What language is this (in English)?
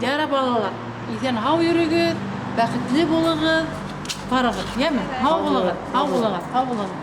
Bashkir